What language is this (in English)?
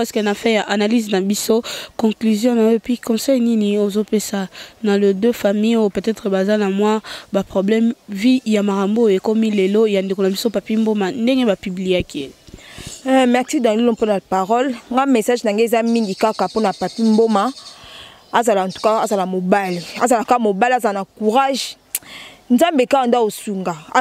Lingala